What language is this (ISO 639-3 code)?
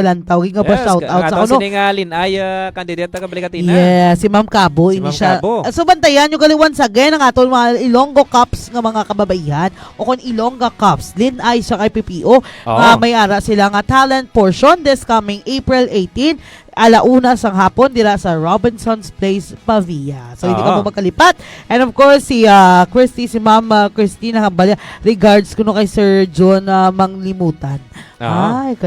hil